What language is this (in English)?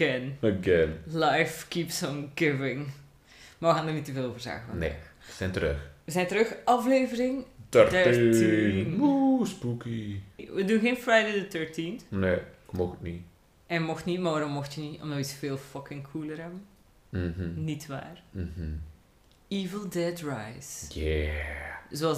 Dutch